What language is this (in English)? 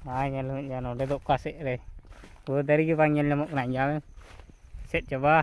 Santali